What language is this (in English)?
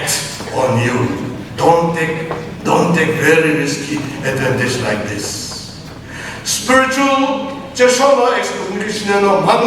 Chokri Naga